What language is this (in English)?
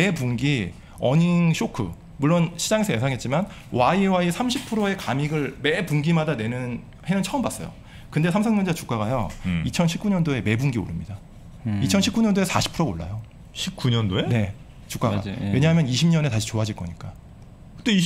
Korean